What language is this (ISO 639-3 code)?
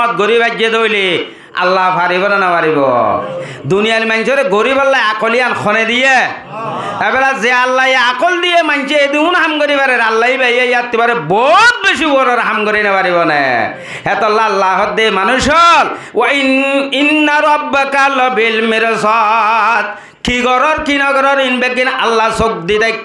rhg